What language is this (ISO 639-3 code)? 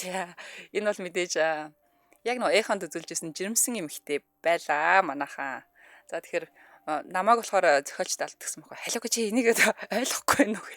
mon